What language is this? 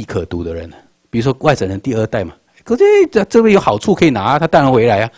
Chinese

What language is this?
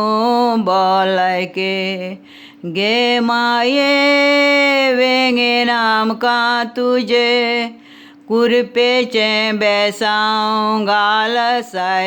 Konkani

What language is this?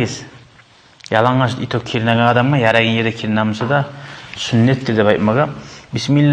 Kumyk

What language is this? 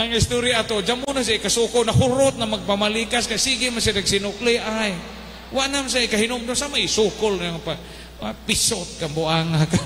Cebuano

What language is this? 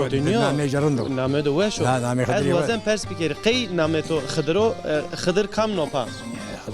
Zaza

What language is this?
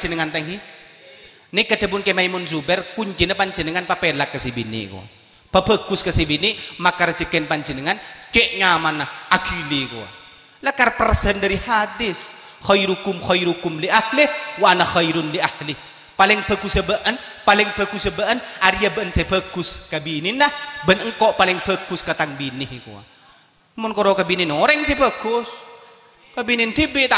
Madurese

